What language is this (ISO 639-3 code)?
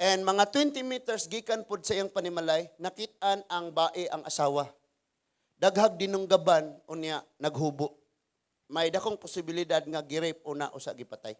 ceb